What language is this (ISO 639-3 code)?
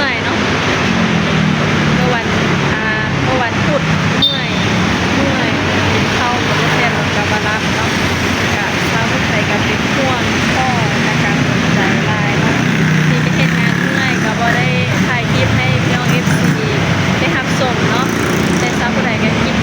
lao